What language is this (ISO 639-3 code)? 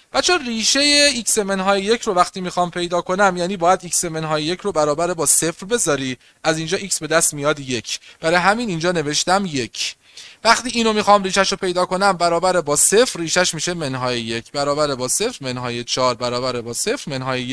fas